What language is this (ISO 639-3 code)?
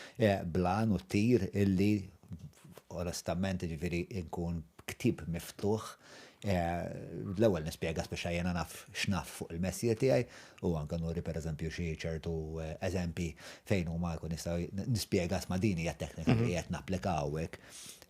mlt